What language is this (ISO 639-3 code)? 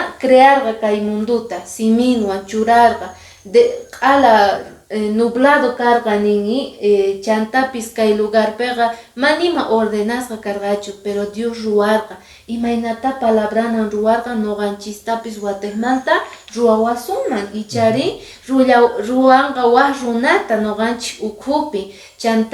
que